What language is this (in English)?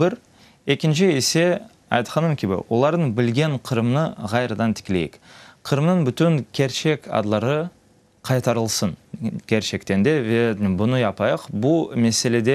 Crimean Tatar